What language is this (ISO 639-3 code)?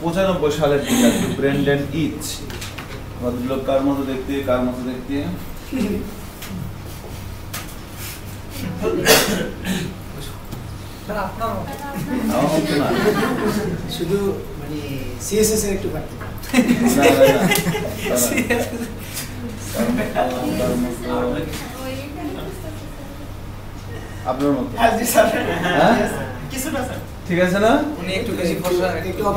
ben